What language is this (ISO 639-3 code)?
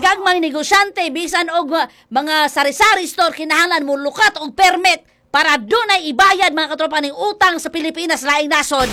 ceb